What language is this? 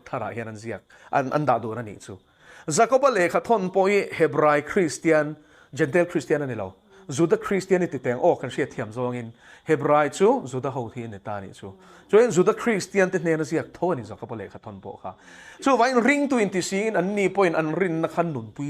Mizo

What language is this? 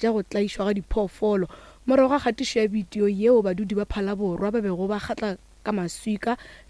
Northern Sotho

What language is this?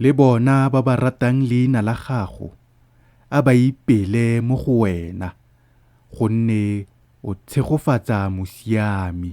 Tswana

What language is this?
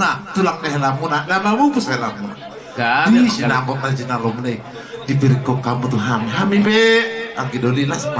Batak Toba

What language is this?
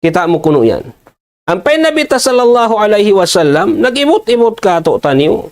Tausug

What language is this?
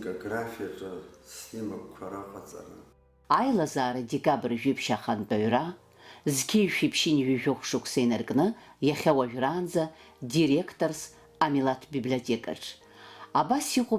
Abkhazian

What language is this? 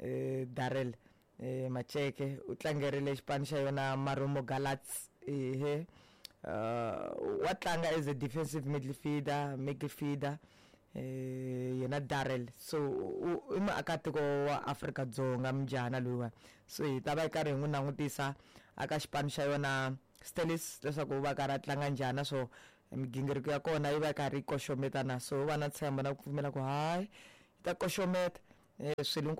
Tsonga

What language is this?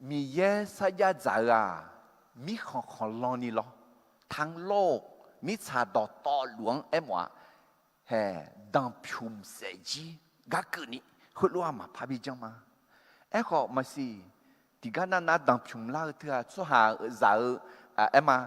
Akha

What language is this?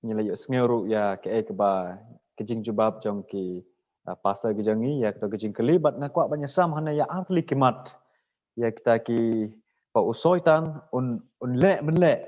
Khasi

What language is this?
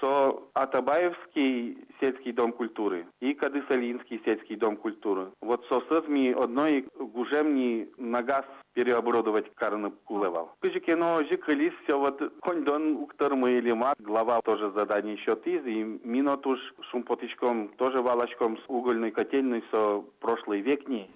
Udmurt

